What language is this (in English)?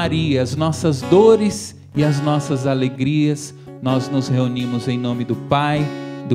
Portuguese